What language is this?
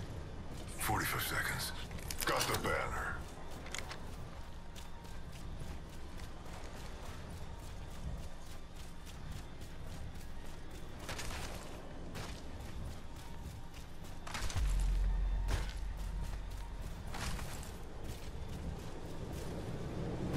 English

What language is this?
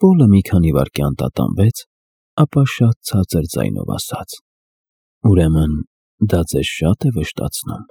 Armenian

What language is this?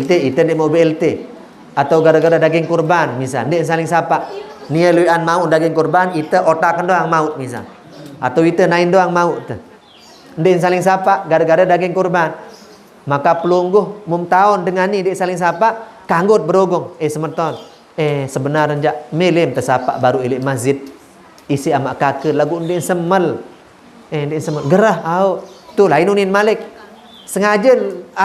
Sasak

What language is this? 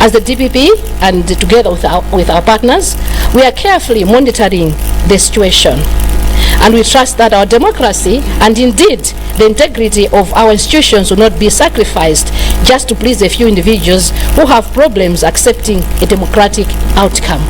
Nyanja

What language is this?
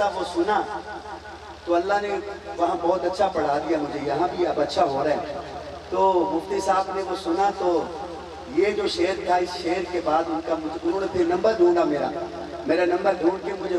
Urdu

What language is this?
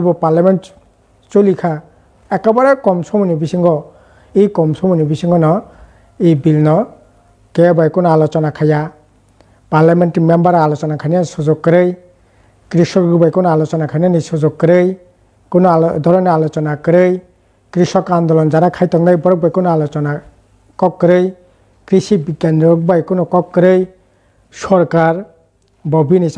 Kok Borok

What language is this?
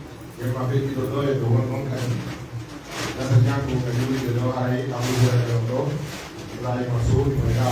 Pular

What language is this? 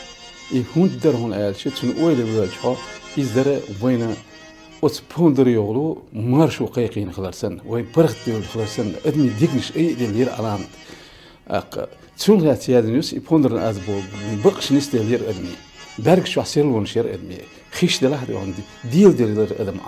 Chechen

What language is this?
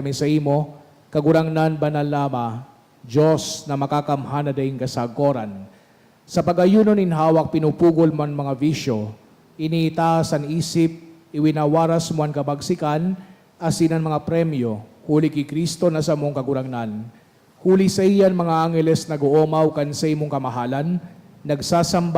Bikol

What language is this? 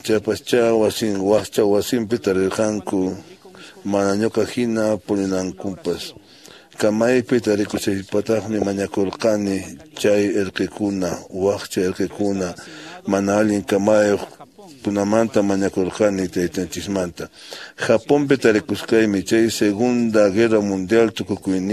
Quechua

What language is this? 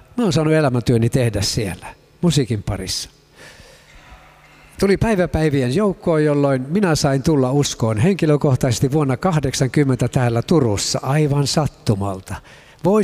Finnish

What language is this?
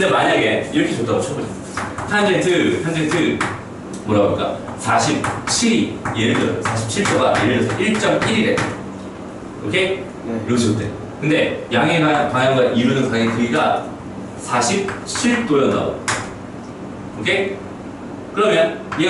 Korean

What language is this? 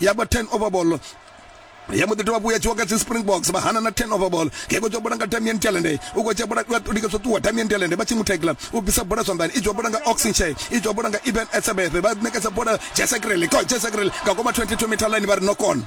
Venda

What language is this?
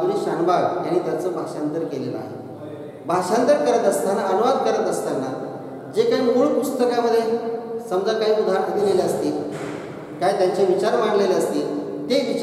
Marathi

